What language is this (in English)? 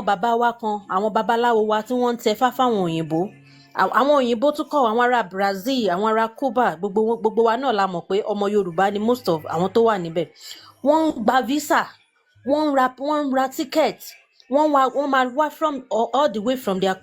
Yoruba